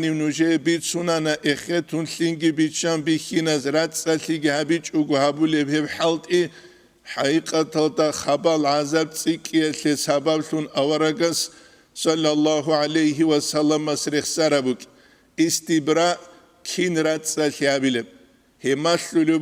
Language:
Avaric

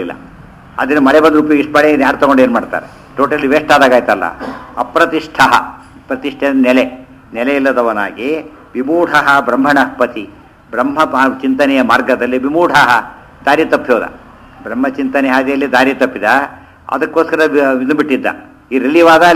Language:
Kannada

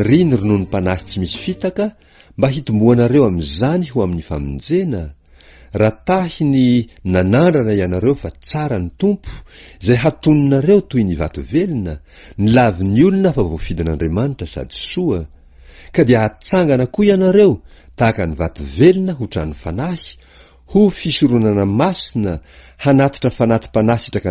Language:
Malagasy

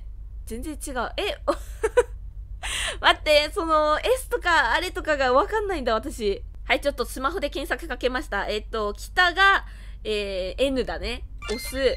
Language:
Japanese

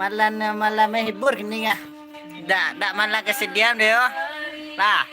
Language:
Minangkabau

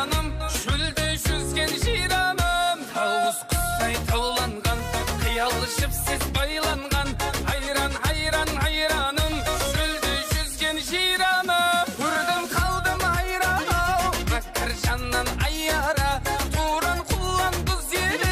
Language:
Kazakh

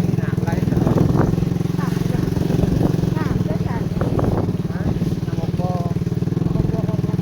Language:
Northeastern Thai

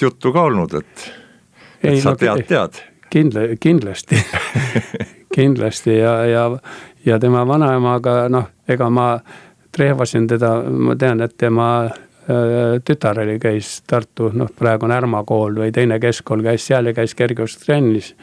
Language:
Estonian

